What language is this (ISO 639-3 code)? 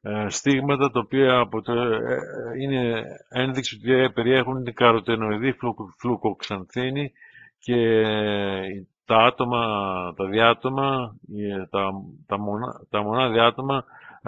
ell